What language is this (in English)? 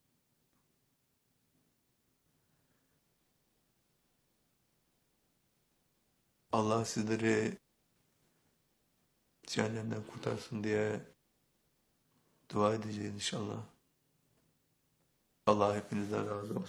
Turkish